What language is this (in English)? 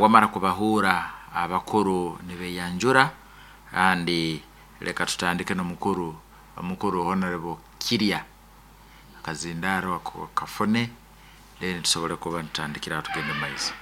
Nyankole